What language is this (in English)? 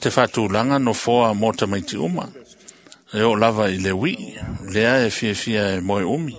Samoan